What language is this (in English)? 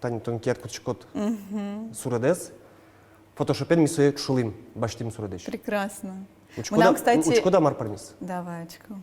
Udmurt